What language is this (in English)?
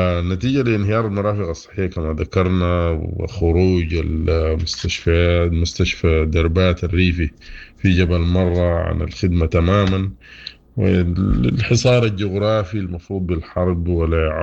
Sudanese Arabic